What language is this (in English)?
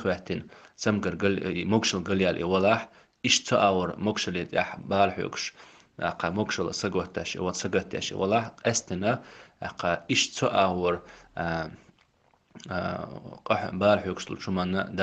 Chechen